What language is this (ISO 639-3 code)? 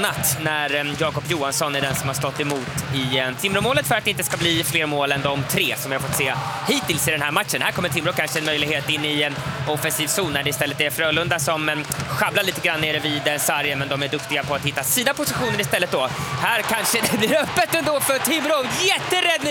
swe